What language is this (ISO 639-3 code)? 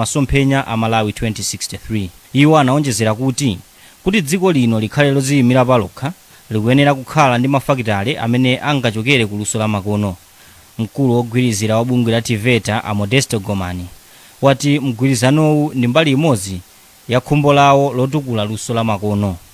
nya